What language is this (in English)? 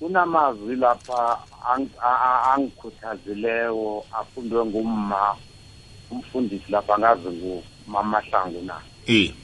South Ndebele